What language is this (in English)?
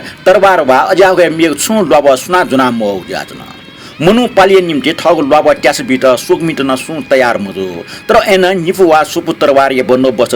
Newari